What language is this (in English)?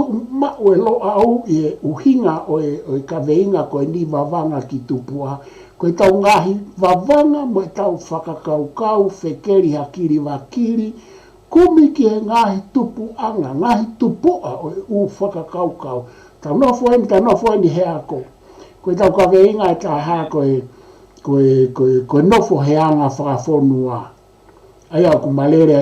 Tongan